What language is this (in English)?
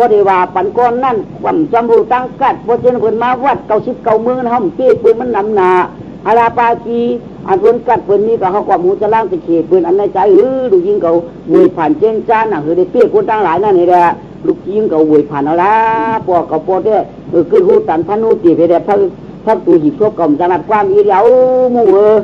Shan